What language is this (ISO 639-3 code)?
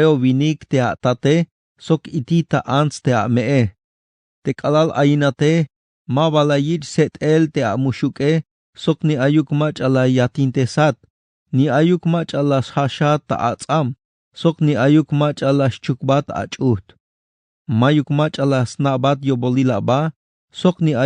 tzh